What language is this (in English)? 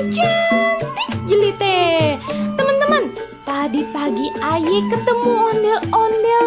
Betawi